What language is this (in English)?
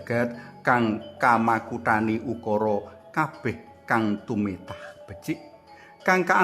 Javanese